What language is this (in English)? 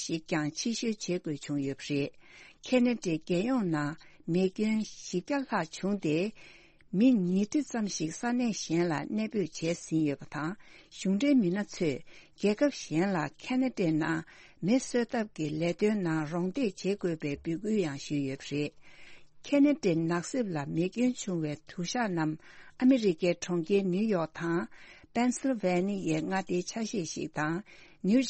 Tibetan